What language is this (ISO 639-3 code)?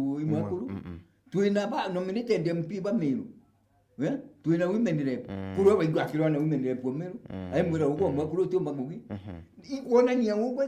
mer